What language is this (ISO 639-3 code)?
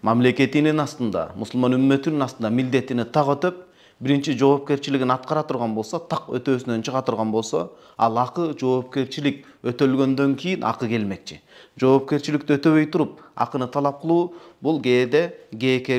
kir